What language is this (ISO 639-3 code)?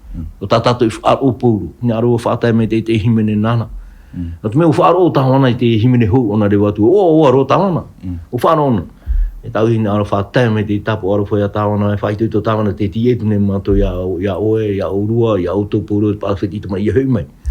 tah